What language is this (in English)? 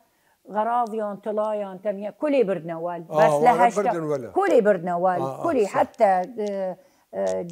Southern Kurdish